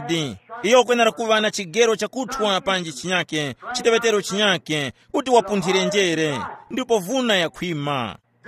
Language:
Tumbuka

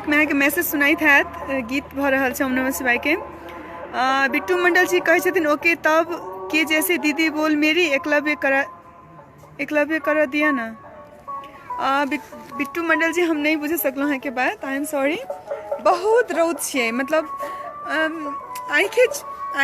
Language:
Maithili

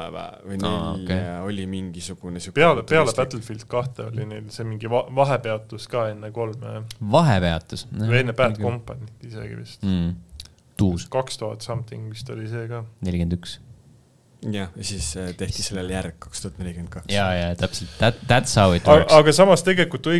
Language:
Estonian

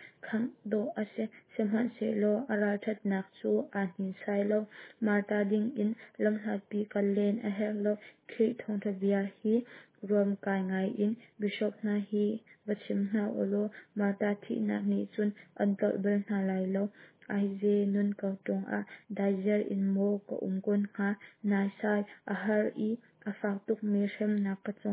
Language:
Hakha Chin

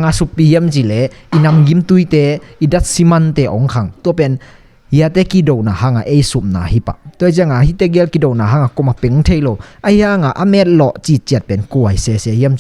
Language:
Tedim Chin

